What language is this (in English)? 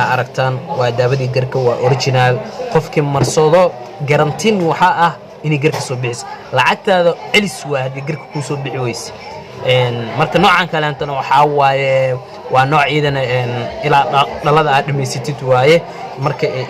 Somali